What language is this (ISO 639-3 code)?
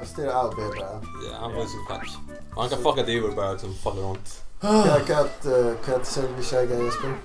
fao